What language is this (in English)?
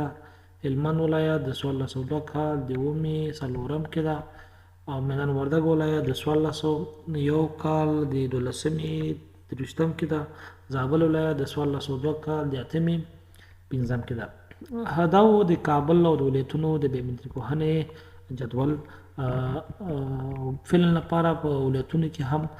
Pashto